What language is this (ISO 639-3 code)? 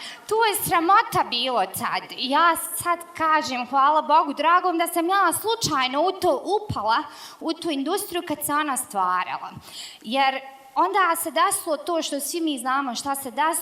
bos